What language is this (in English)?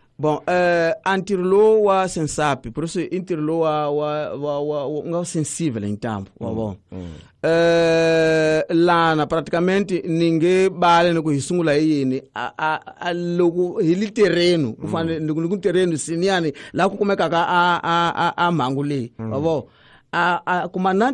Tsonga